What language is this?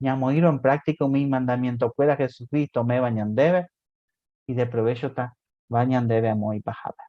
Guarani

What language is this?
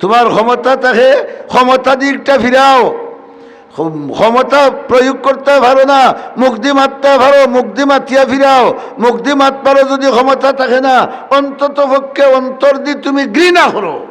Sylheti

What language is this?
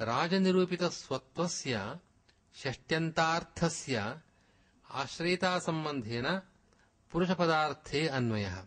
Sanskrit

